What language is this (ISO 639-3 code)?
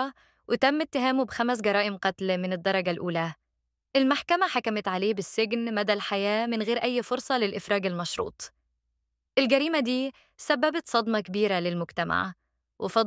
arz